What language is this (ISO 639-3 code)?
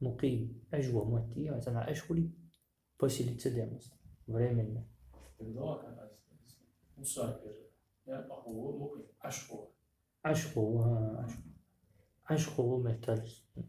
inh